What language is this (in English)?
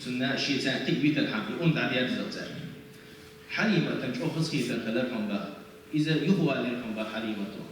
Chechen